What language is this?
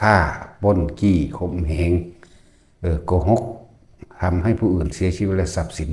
Lao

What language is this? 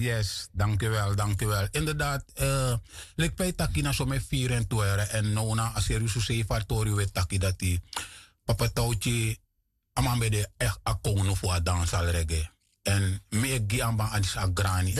Sranan Tongo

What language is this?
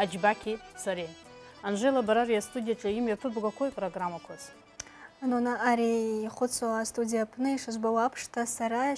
Abkhazian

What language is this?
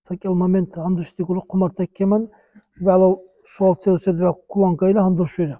Dargwa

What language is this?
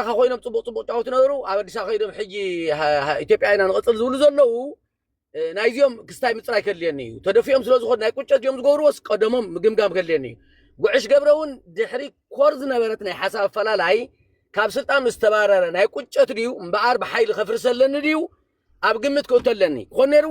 Tigrinya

